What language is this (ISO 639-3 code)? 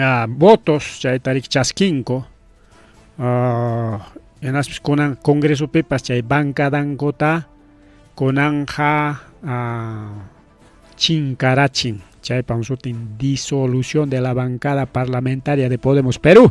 quy